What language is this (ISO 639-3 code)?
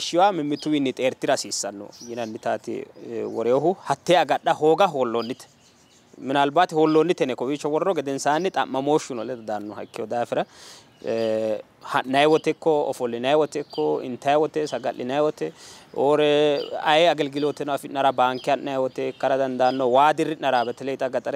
sid